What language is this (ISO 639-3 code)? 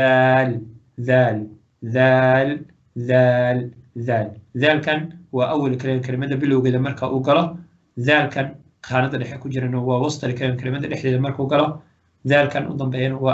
som